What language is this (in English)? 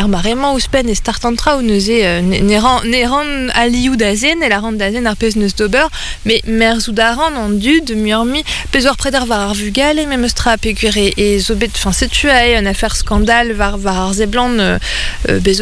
Breton